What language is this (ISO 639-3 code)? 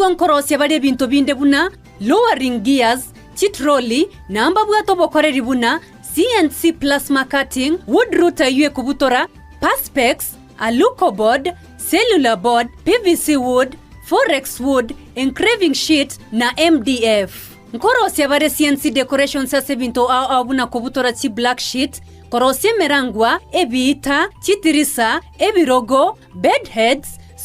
guz